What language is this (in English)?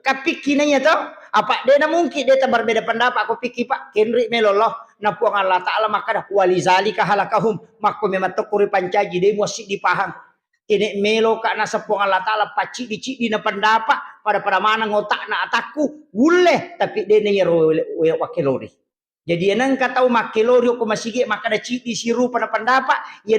Buginese